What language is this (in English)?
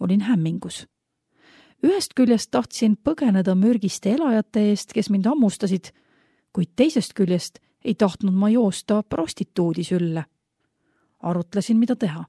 Estonian